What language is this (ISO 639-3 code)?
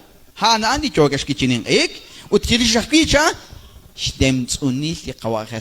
kek